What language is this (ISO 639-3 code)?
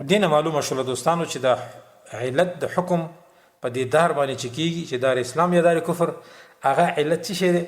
pus